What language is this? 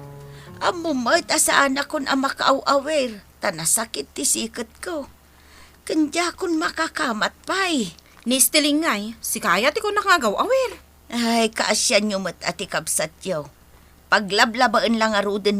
Iloko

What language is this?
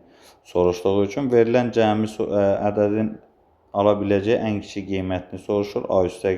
Azerbaijani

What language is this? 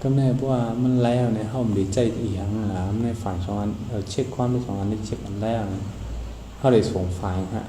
Shan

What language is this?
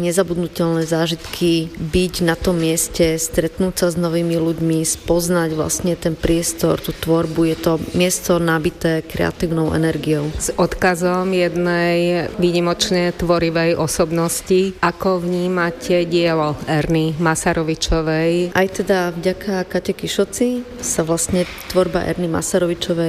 Slovak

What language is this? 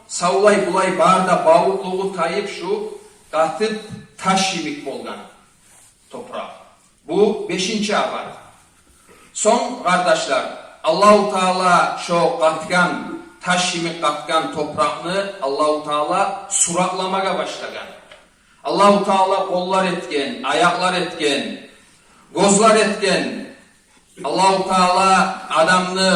Kumyk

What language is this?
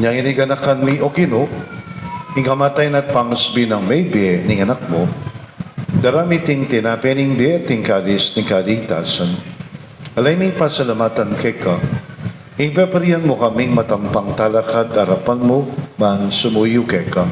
Pampanga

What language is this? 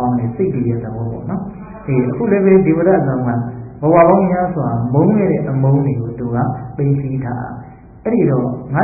Burmese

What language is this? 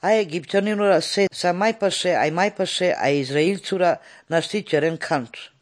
Slovenian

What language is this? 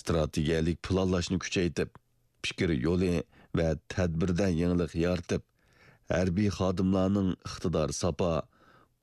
Uyghur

